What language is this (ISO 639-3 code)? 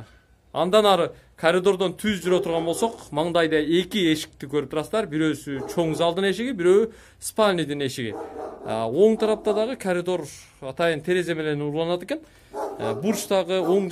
kir